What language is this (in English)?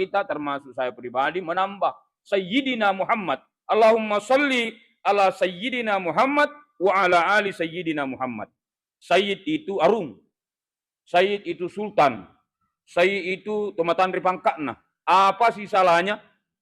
Buginese